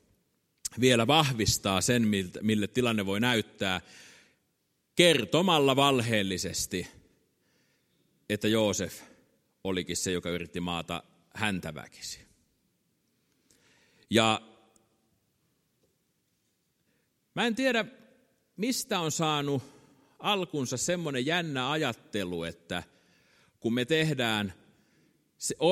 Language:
Finnish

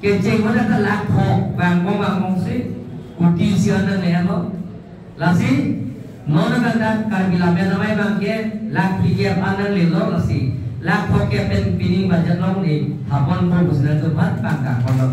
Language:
Karbi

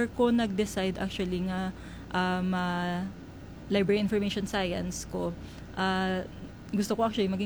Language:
Hiligaynon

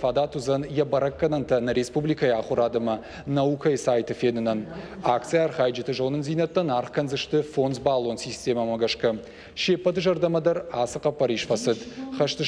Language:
Ossetic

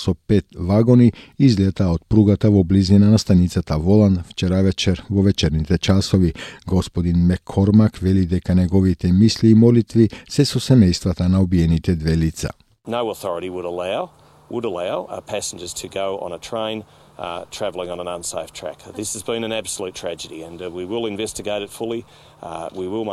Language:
Macedonian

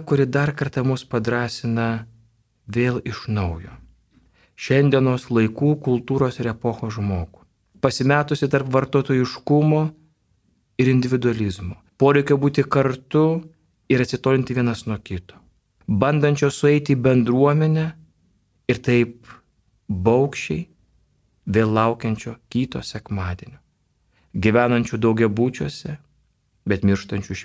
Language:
Lithuanian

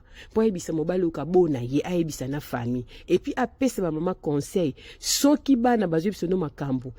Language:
Lingala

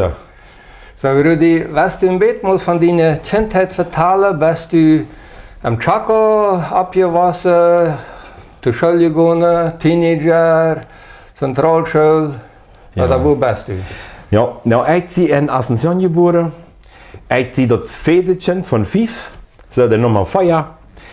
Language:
Plautdietsch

